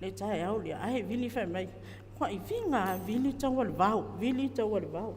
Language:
Samoan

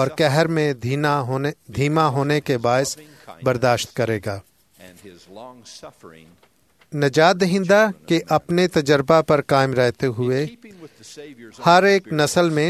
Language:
Urdu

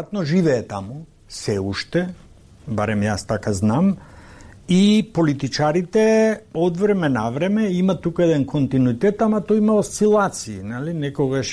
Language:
Macedonian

